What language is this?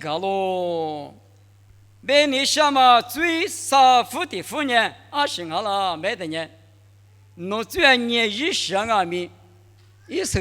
Lisu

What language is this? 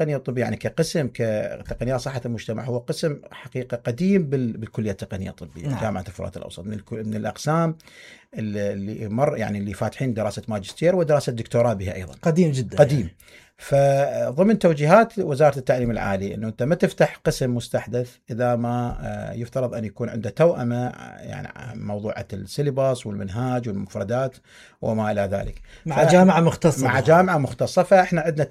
Mesopotamian Arabic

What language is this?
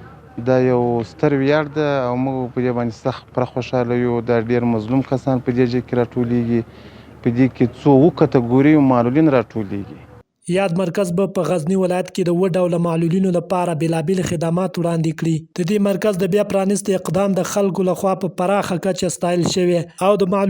Pashto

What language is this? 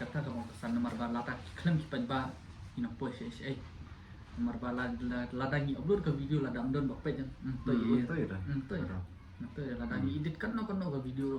Khasi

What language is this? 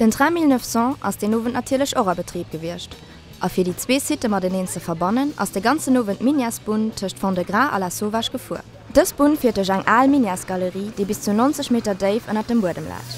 Luxembourgish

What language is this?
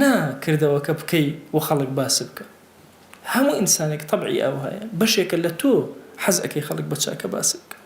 Central Kurdish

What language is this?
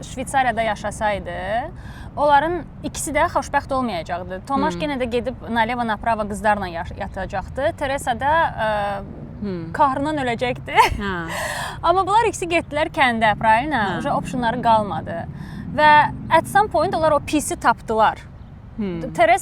Azerbaijani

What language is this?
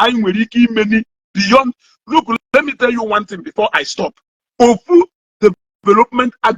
Igbo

